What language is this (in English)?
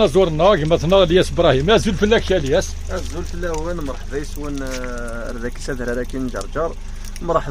Kabyle